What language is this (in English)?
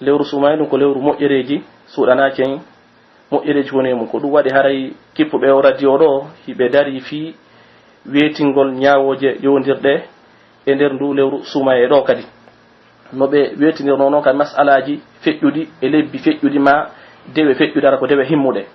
Pular